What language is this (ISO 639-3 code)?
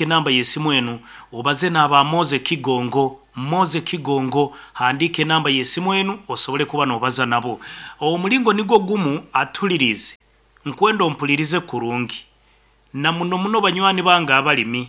nyn